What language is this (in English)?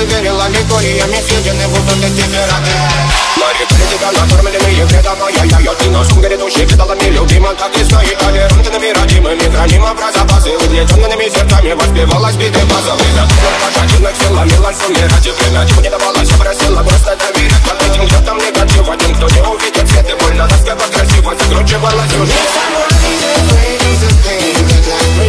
Russian